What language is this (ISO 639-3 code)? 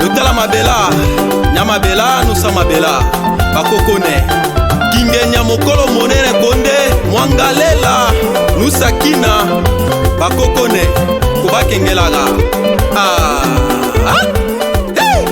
lea